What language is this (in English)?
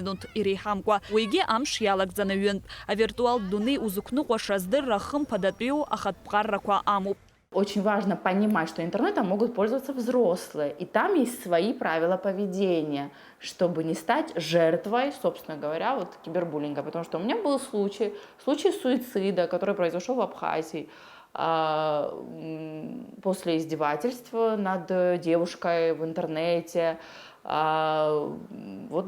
Abkhazian